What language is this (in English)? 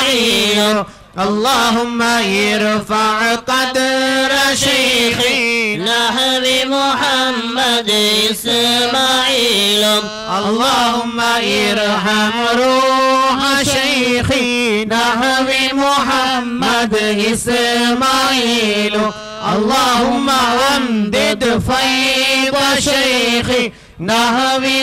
Arabic